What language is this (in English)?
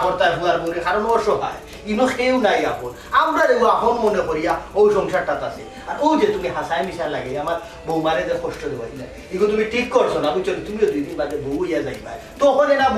Sylheti